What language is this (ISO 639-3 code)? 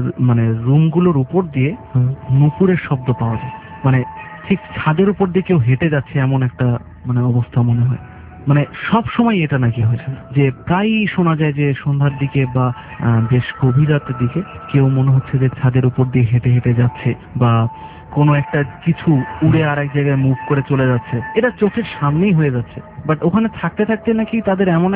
ben